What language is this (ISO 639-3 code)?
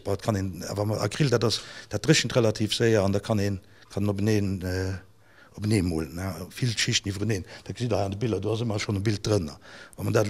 ltz